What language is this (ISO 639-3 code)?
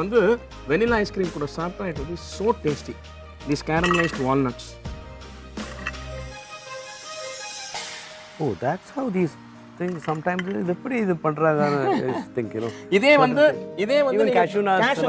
tam